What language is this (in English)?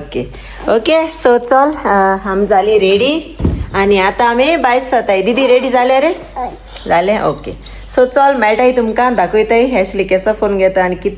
Konkani